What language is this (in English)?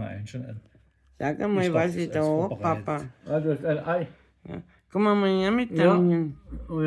Bavarian